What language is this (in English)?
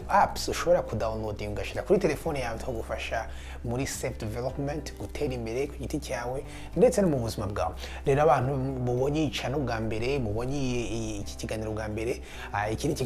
Kinyarwanda